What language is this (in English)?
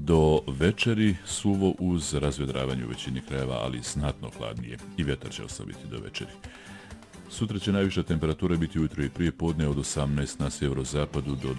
Bosnian